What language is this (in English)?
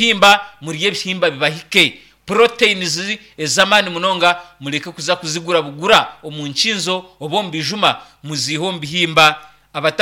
Nyankole